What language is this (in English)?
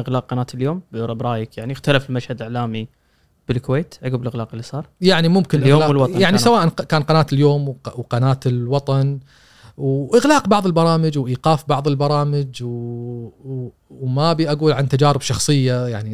Gulf Arabic